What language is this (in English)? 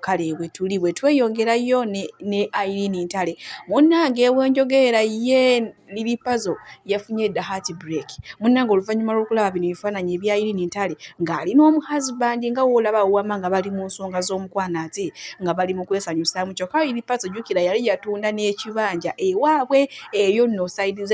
Ganda